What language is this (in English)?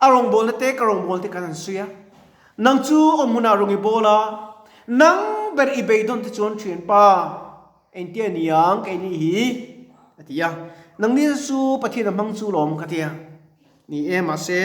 Mizo